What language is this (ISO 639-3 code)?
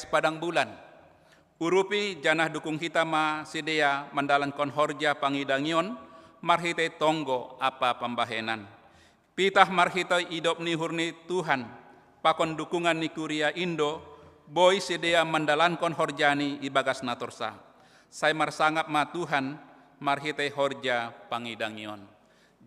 bts